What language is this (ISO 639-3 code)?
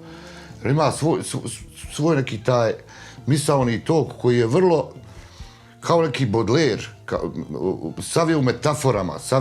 bos